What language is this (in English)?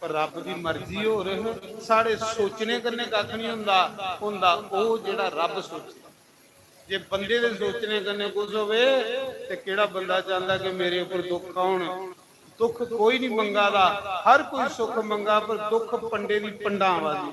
Dogri